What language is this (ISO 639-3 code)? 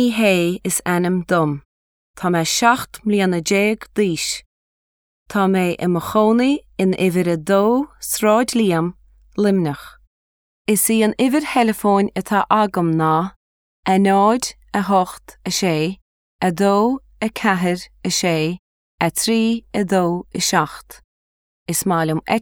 gle